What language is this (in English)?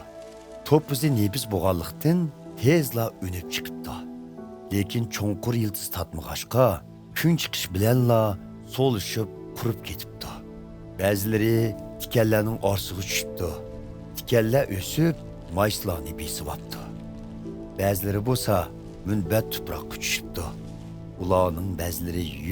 Uyghur